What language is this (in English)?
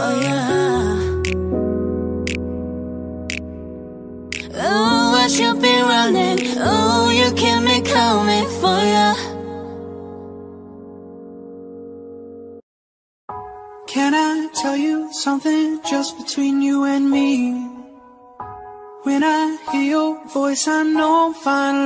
English